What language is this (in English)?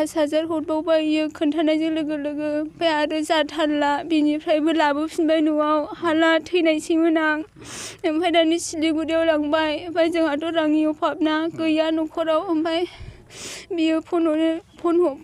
Bodo